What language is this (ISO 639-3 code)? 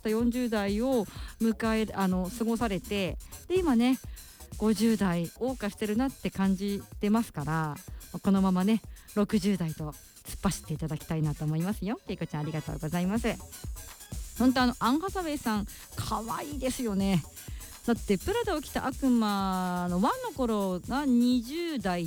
jpn